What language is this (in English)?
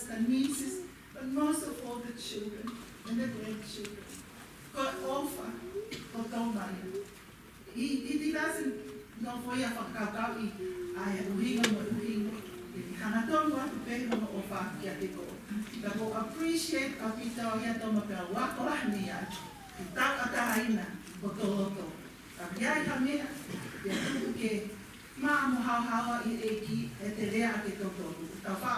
Tongan